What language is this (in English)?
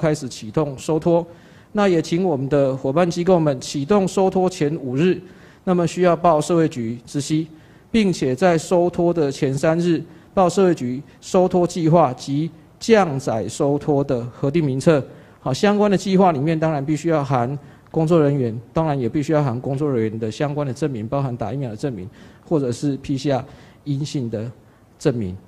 Chinese